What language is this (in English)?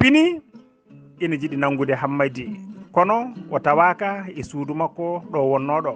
Fula